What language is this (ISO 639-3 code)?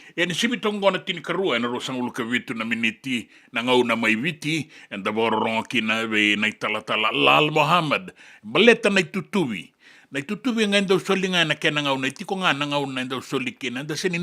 fij